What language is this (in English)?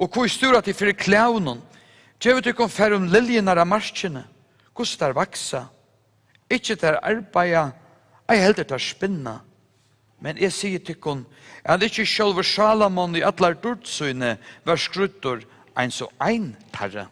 Faroese